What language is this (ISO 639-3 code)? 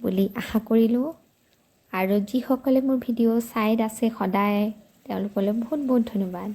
asm